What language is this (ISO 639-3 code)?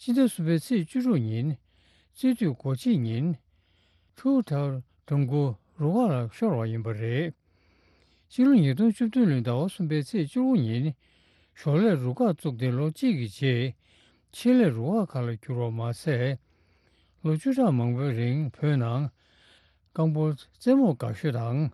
bod